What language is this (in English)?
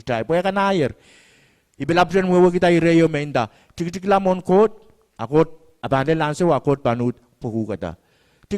Pohnpeian